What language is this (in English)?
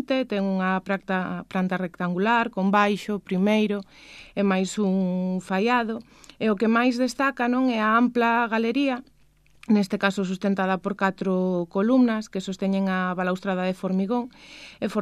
Galician